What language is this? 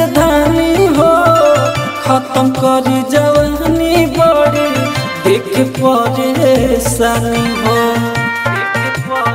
Bhojpuri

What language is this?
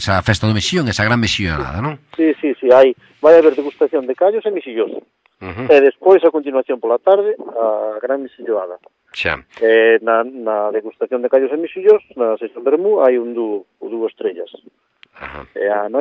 Galician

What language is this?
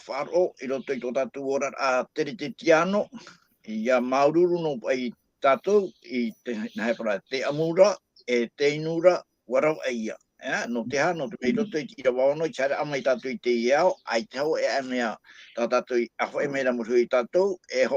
Tahitian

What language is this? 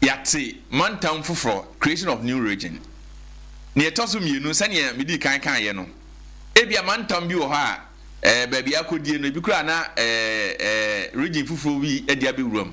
Akan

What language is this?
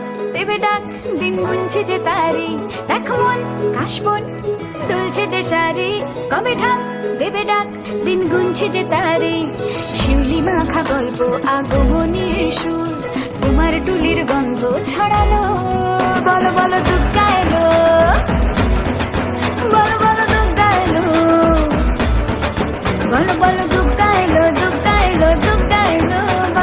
Bangla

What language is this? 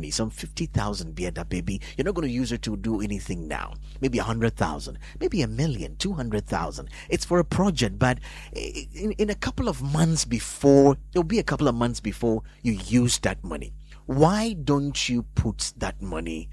English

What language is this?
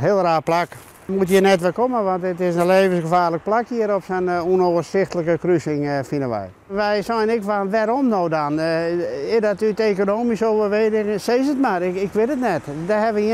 Western Frisian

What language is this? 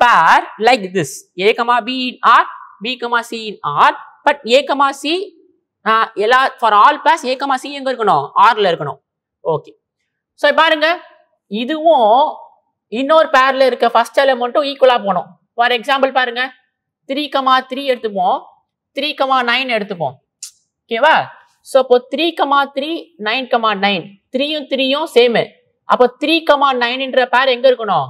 Tamil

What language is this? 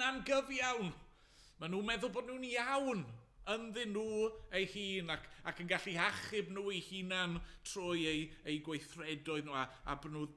Welsh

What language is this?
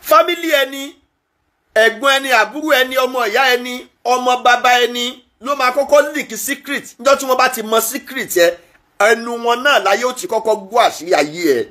Yoruba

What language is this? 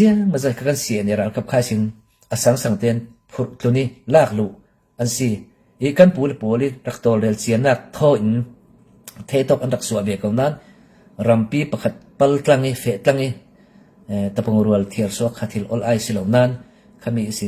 Falam Chin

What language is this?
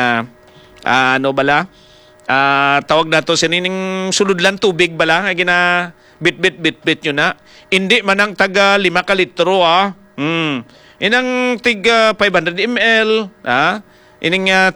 Hiligaynon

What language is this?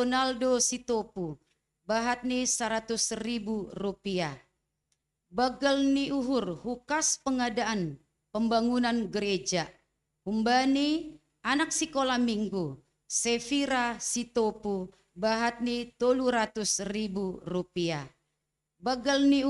Batak Simalungun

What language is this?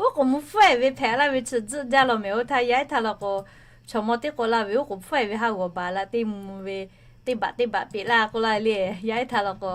Lahu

